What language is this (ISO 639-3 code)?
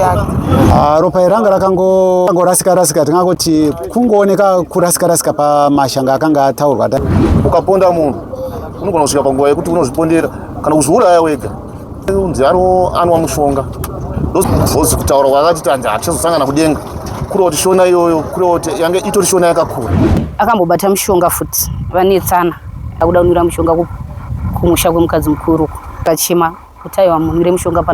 sna